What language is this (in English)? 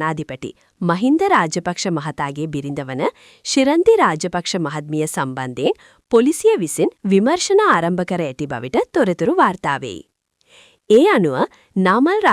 Sinhala